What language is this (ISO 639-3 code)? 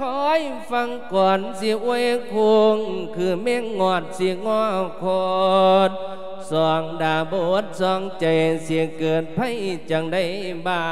lao